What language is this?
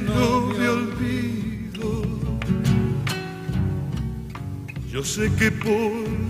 Spanish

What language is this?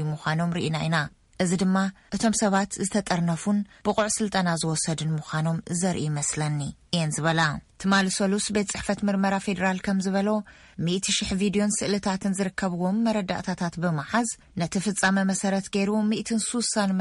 Tigrinya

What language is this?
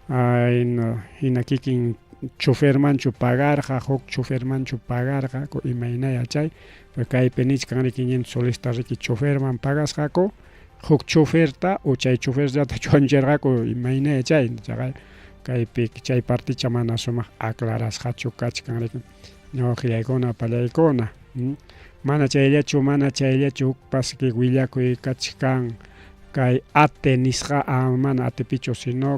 Ayacucho Quechua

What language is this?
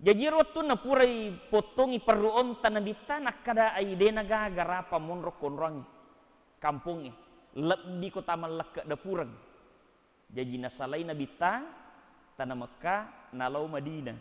Buginese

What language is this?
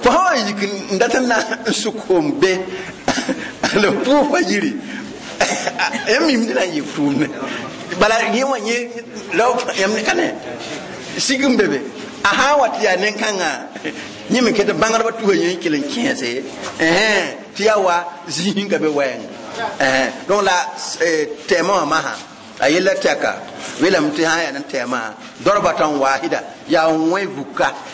Mossi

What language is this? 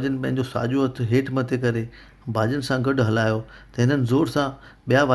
Sindhi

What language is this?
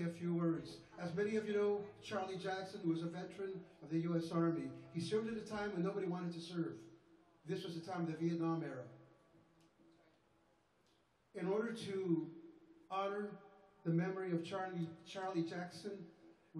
English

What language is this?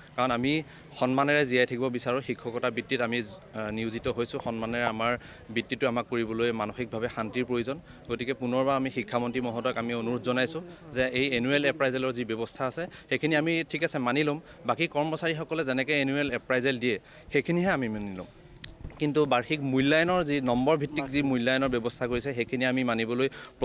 Assamese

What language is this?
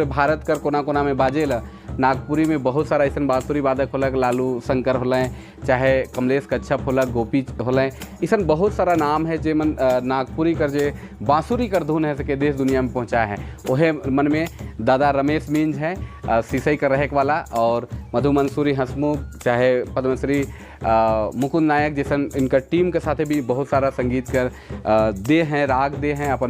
Sadri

